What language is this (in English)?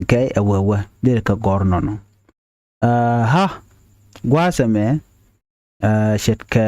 Nuer